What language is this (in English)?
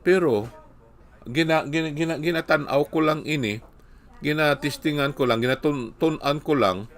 Hiligaynon